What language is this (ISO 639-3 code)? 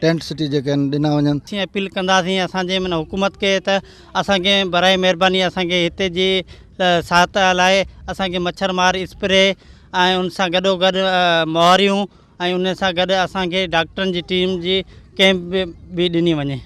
snd